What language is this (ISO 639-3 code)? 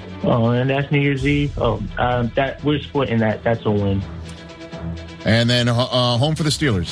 eng